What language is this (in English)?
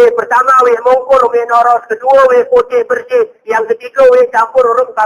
Gayo